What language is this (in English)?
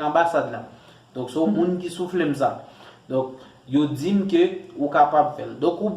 Haitian Creole